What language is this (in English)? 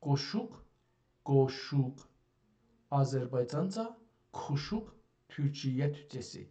South Azerbaijani